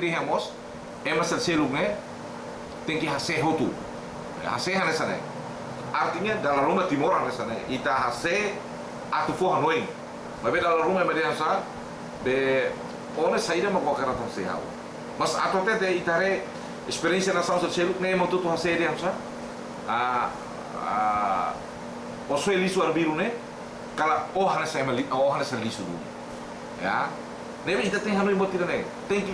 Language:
Tetum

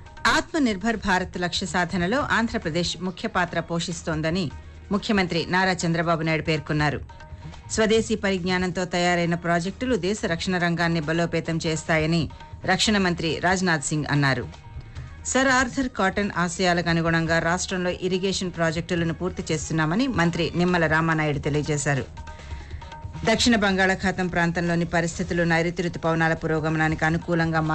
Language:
Telugu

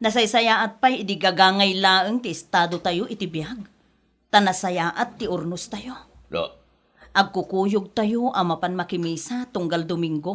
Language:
Iloko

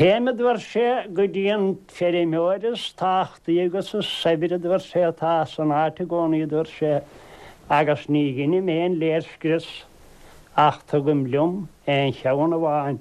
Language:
Irish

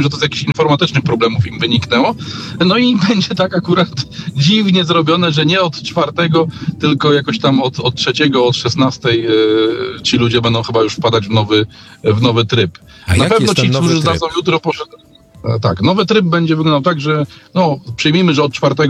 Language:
Polish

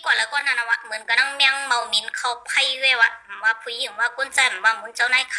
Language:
Shan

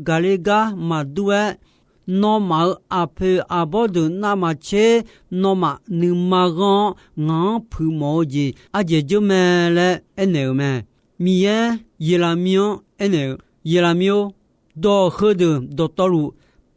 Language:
Akha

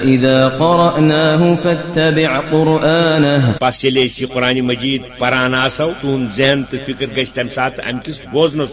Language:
Kashmiri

